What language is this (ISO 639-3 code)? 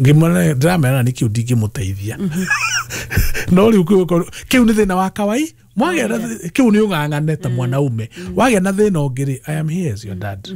kik